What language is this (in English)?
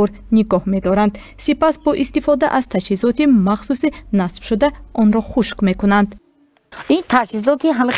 Tajik